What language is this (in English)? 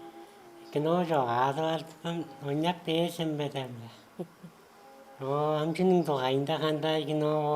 Tuvinian